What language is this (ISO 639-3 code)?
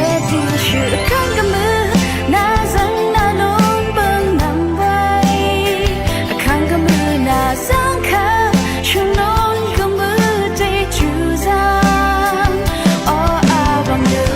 raw